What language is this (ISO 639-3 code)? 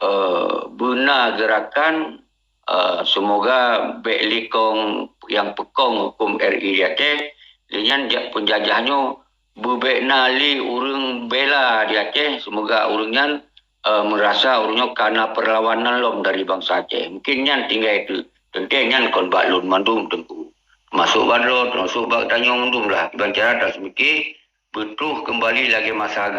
ace